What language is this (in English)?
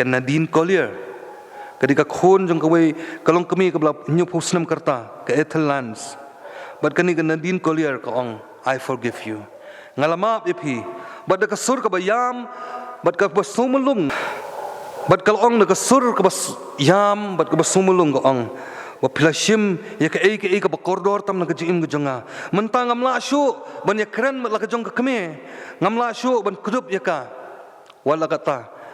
Khasi